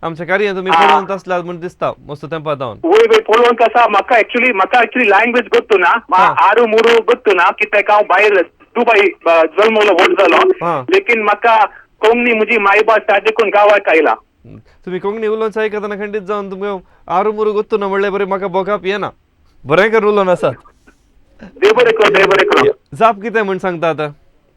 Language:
Konkani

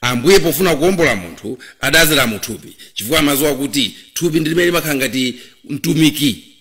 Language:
Nyanja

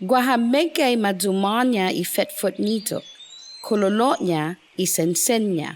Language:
Chamorro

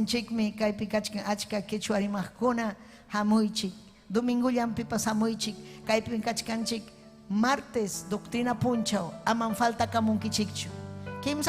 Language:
Ayacucho Quechua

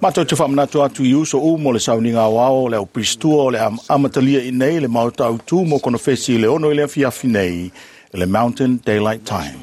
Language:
Samoan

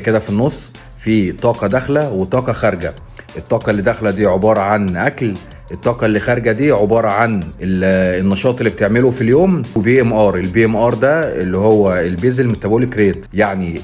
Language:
Egyptian Arabic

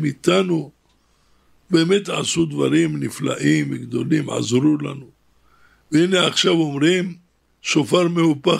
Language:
Hebrew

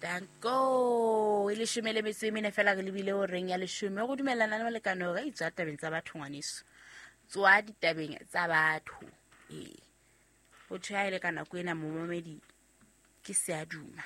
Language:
Southern Sotho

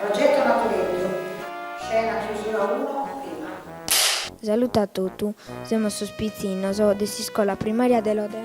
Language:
Sardinian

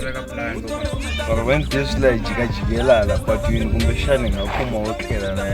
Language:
Tsonga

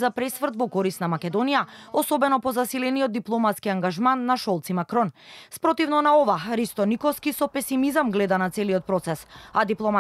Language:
Macedonian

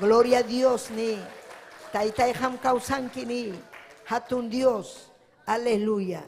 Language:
Ayacucho Quechua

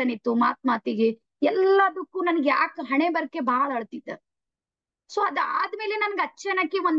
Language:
Kannada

